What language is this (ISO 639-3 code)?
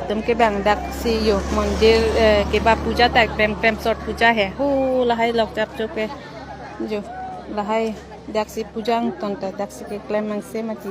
mjw